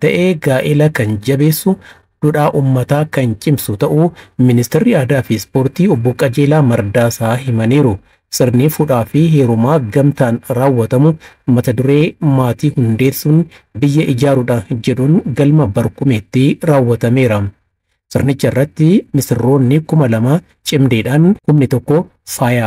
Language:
Oromo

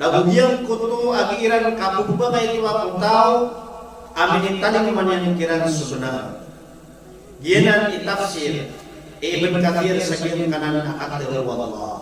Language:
Maranao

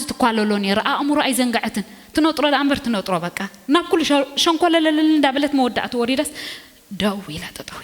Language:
Tigrinya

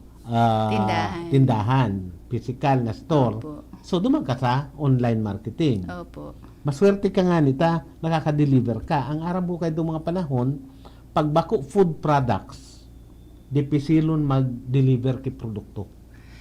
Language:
Bikol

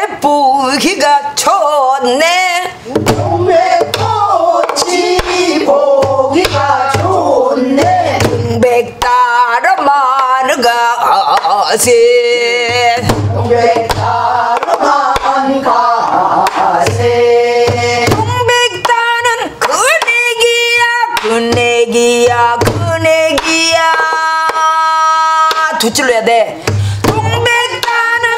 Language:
Korean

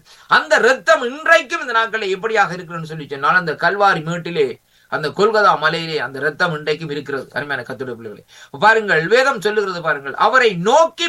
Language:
Tamil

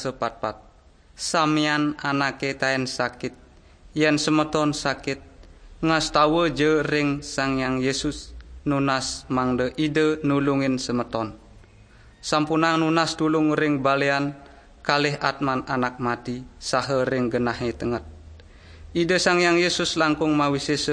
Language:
Balinese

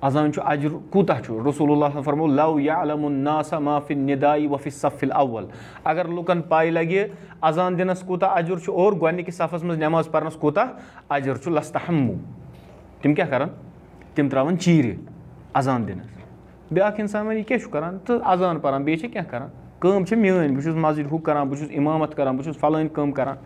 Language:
Kashmiri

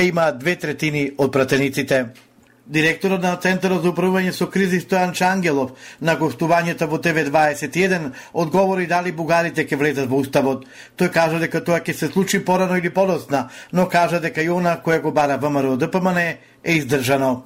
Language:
Macedonian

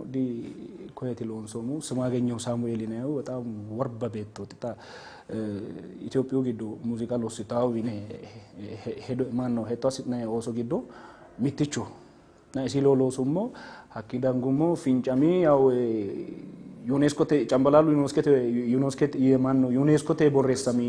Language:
Sidamo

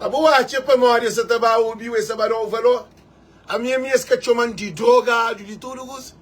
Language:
Kabuverdianu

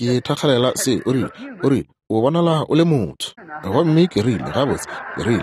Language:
Northern Sotho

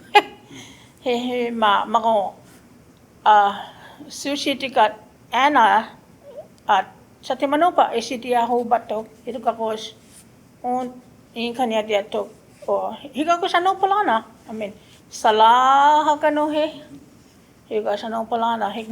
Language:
Choctaw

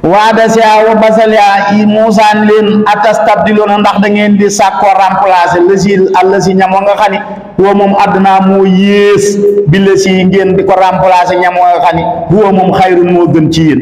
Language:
Wolof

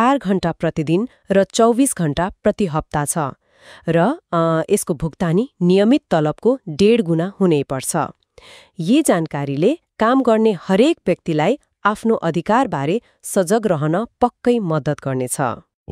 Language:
Nepali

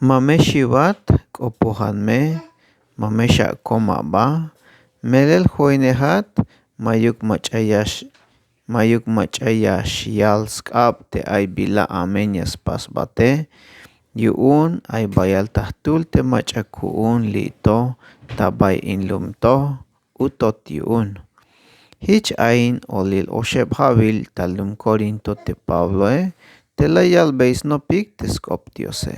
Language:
Tzeltal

